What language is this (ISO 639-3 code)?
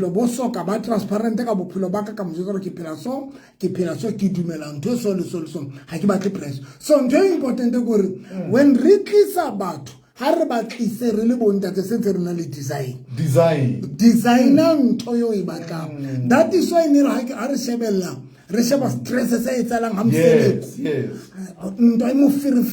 sot